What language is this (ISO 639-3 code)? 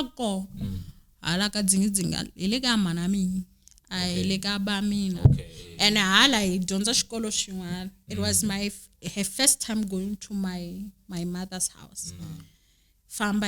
tso